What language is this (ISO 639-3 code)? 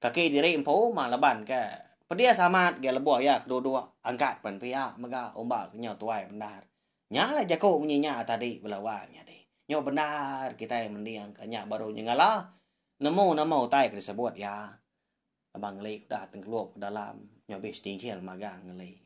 iba